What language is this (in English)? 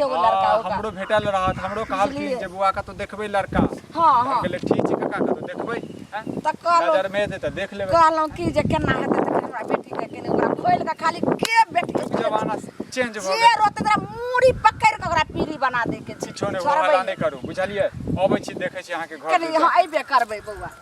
Maithili